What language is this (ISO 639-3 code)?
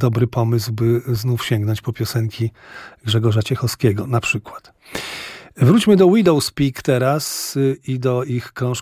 pol